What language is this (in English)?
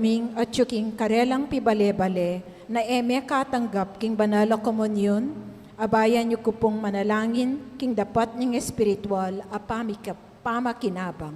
Pampanga